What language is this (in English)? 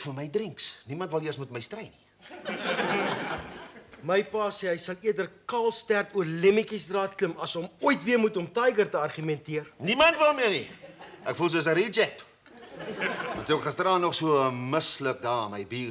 Afrikaans